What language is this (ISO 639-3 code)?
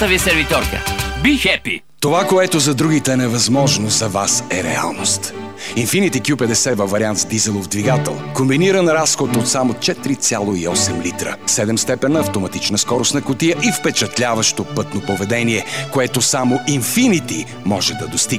bul